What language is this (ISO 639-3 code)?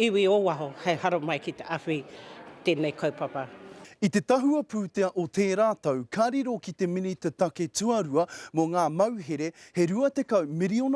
mri